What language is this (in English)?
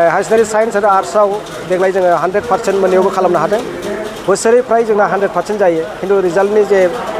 Bodo